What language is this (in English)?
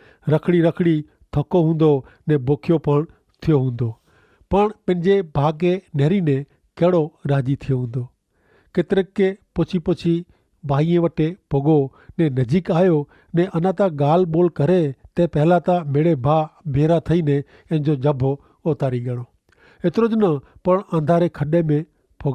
Kachhi